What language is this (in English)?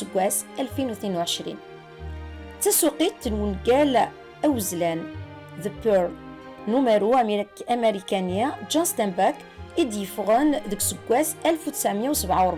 Kabyle